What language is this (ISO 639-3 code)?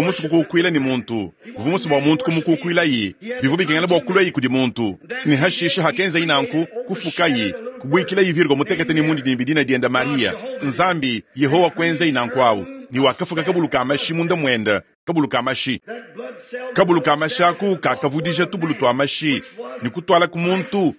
lua